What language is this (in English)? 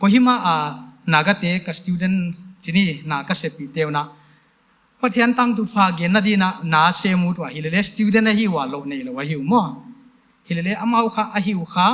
Paite Chin